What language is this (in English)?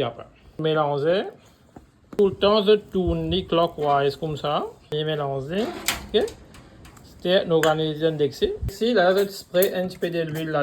Morisyen